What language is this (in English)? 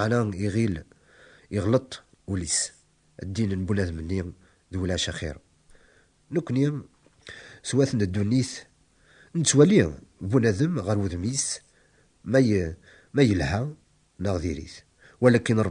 Kabyle